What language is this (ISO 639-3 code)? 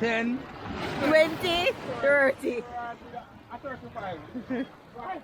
jam